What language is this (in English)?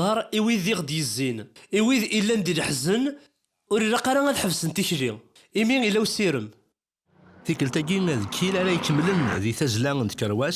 Kabyle